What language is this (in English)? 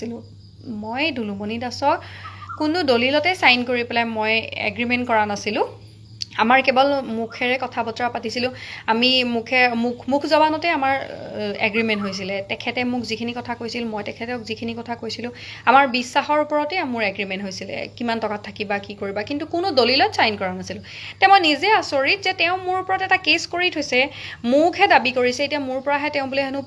Assamese